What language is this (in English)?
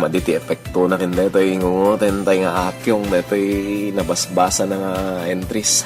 Iloko